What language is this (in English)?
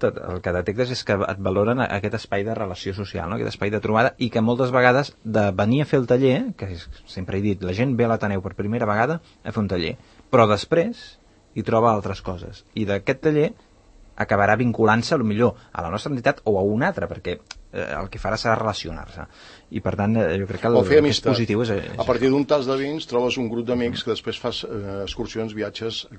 Catalan